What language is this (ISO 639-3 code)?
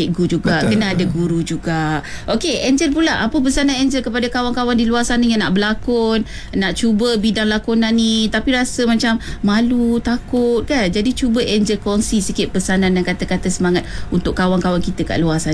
msa